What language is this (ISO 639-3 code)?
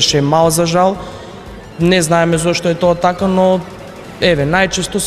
mkd